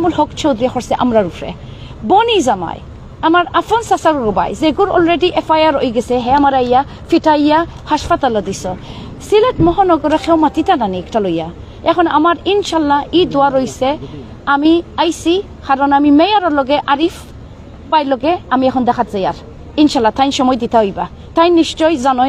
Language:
Sylheti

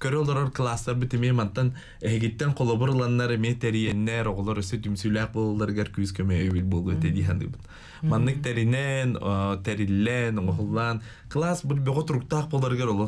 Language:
Yakut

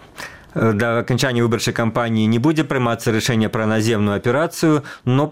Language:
Belarusian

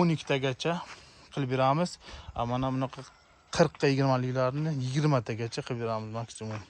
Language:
Uzbek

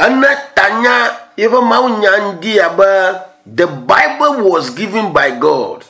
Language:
Ewe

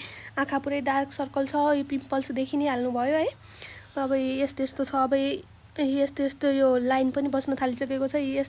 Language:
Nepali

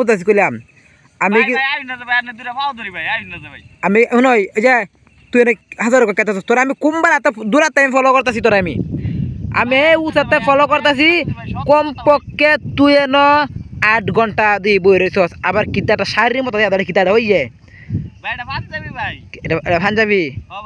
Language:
Assamese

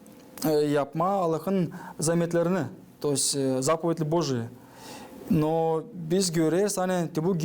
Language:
Gagauz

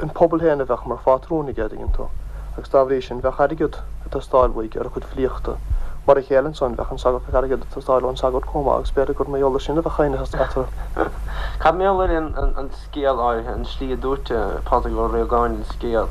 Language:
Irish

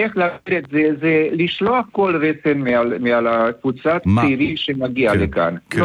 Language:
Hebrew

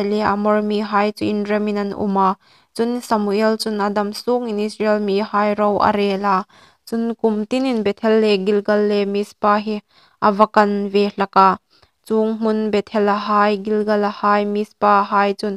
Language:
Hmar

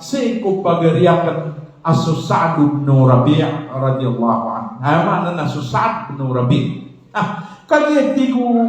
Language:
Maranao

